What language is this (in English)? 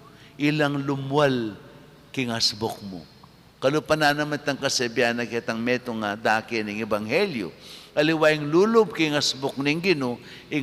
Pampanga